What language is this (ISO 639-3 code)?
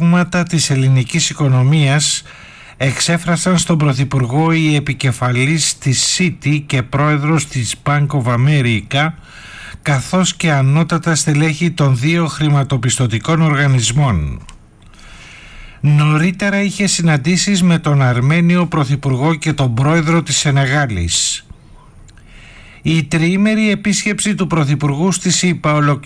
ell